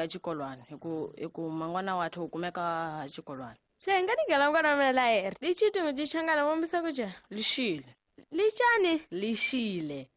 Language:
Tsonga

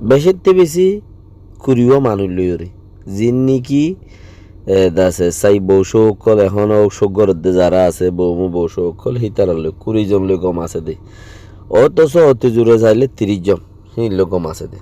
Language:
Rohingya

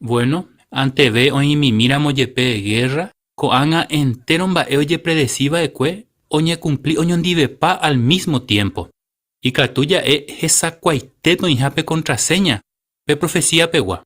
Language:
Guarani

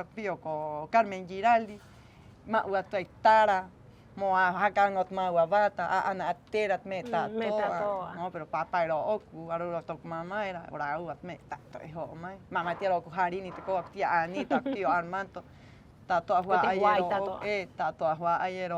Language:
Rapanui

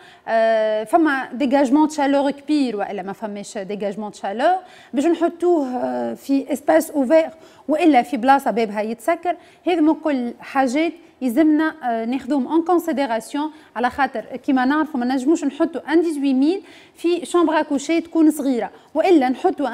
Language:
Tunisian Arabic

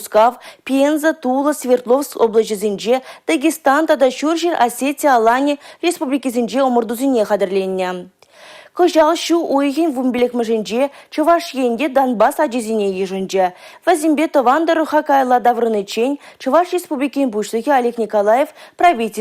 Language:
Chuvash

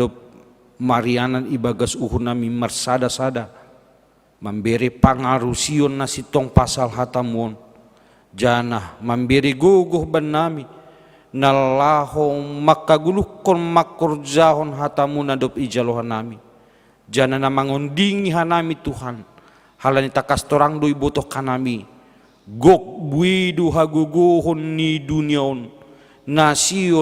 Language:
Batak Simalungun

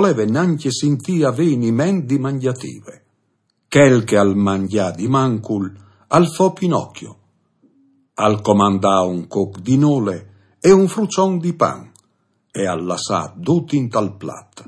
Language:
Friulian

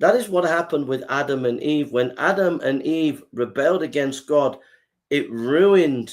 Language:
English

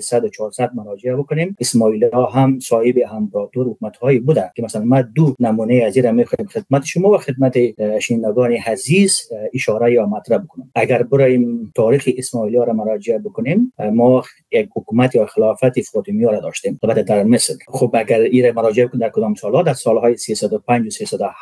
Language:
Persian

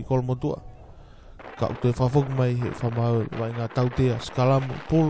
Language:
Tongan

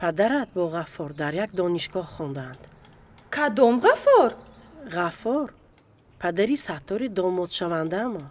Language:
Tajik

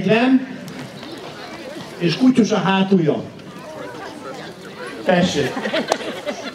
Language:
Hungarian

